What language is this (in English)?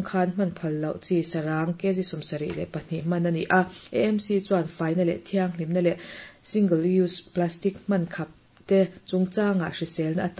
Mizo